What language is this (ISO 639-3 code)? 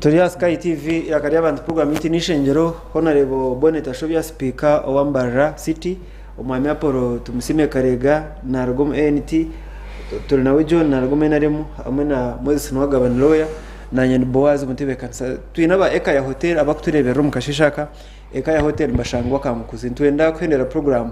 nyn